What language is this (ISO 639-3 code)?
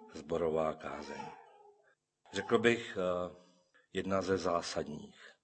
ces